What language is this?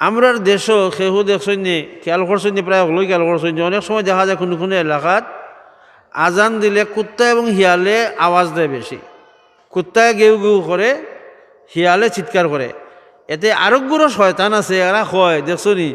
Sylheti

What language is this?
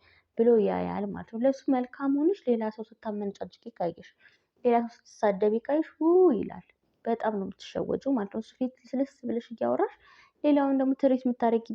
Amharic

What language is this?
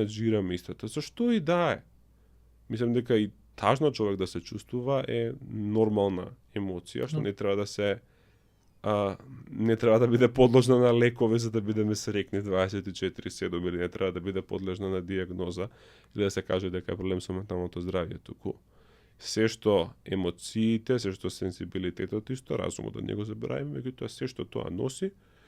Macedonian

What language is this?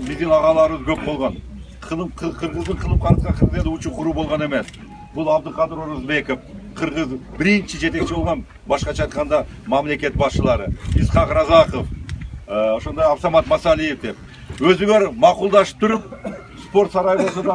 Kyrgyz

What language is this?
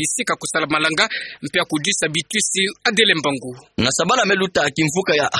Kituba (Democratic Republic of Congo)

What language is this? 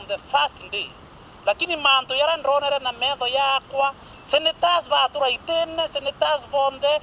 Meru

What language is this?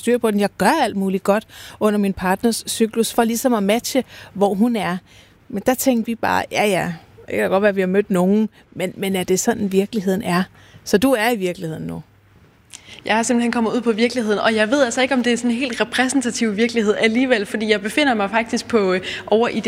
Danish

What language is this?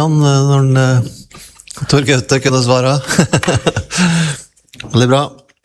Norwegian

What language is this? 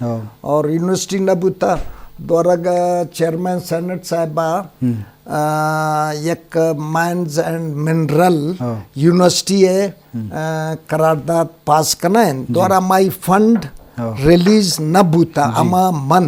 Eastern Balochi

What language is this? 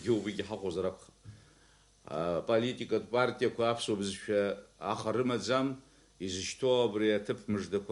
Abkhazian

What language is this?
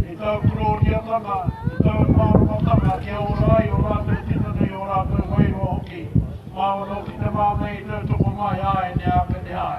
Māori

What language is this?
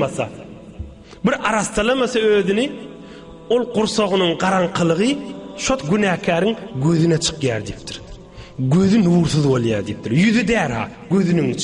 Turkmen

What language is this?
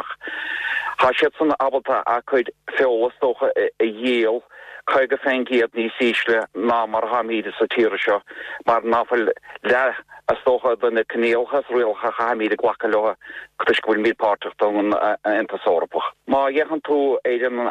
Irish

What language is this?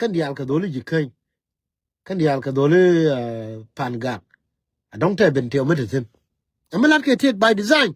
Nuer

